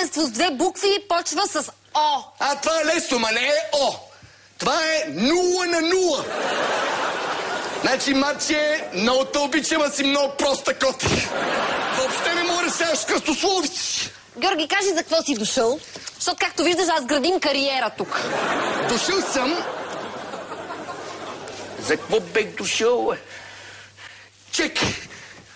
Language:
Bulgarian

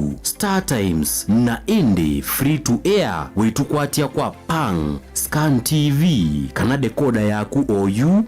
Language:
Kamba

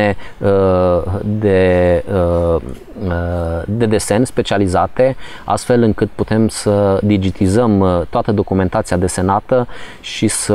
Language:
Romanian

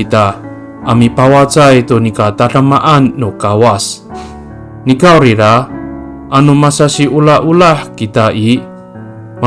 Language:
Amis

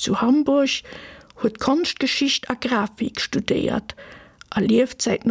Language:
Luxembourgish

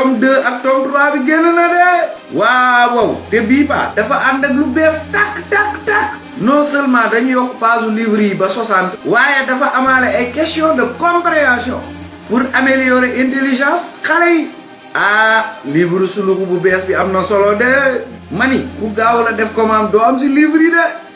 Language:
Wolof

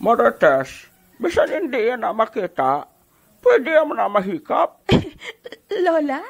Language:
Hiligaynon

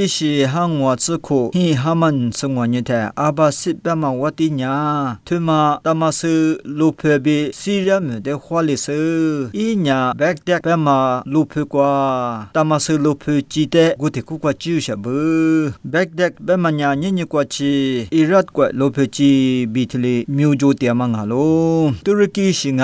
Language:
Lisu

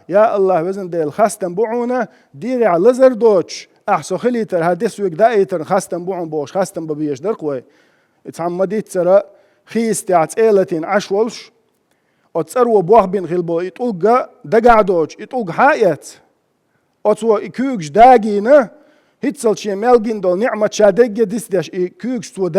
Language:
Chechen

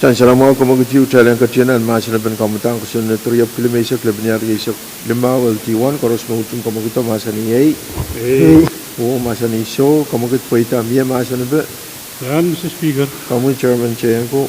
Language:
Pohnpeian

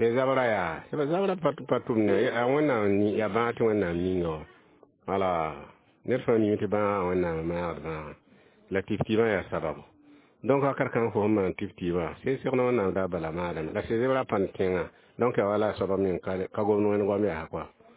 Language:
Mossi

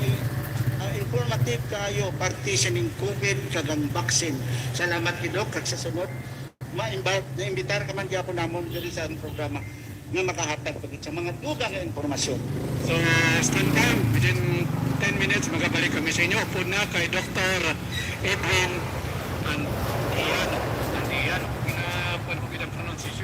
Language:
Hiligaynon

